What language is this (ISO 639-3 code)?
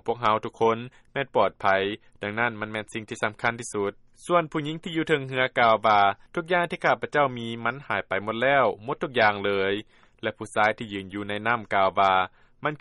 lao